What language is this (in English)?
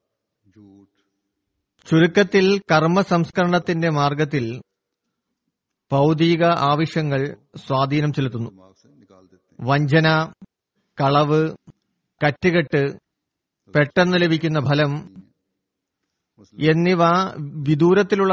Malayalam